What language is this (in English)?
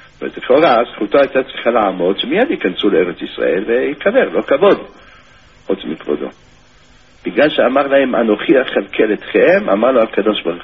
Hebrew